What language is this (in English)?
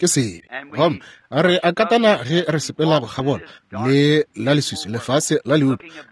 Northern Sotho